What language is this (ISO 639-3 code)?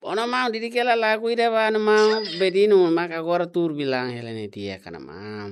tet